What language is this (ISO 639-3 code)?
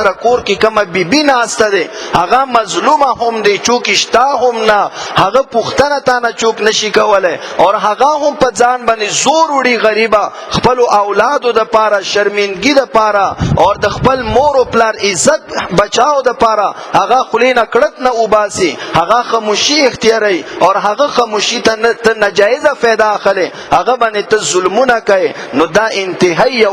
pus